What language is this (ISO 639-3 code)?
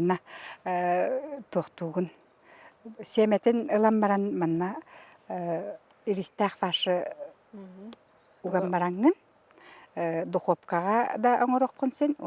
sah